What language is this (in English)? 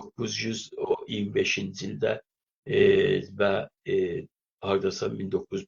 South Azerbaijani